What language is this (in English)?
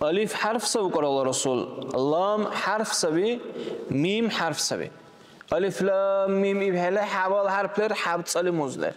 Dargwa